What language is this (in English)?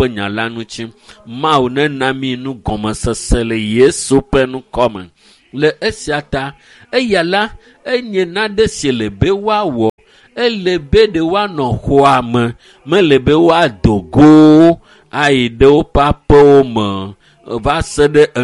Ewe